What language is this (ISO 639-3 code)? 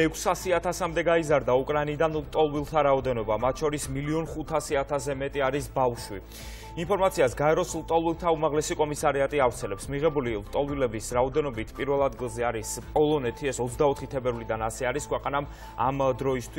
kat